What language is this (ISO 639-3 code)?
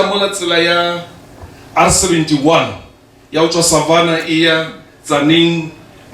nso